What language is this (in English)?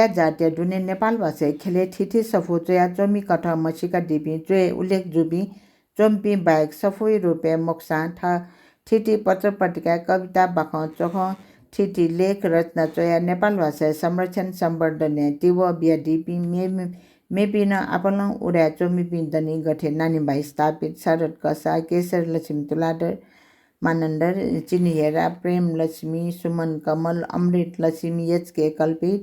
Newari